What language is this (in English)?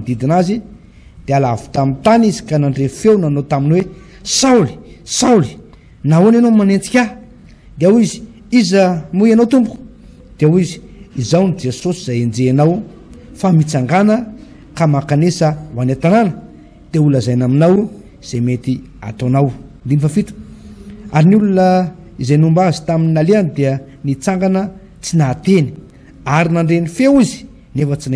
Malagasy